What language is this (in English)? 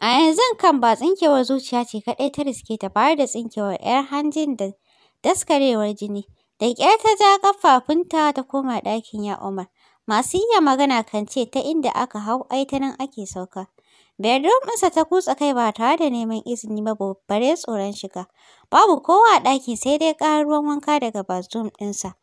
Hausa